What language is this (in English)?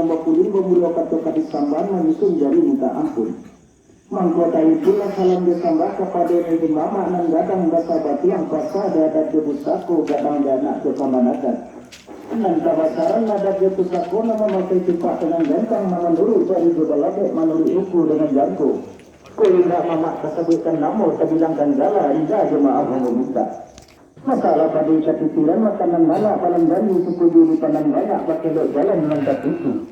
Minangkabau